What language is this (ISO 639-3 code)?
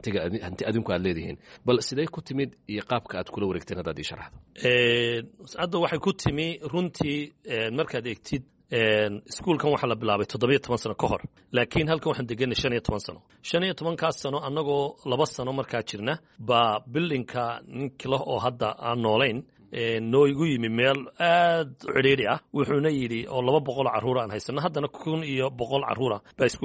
som